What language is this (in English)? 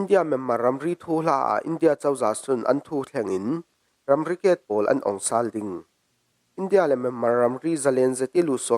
Falam Chin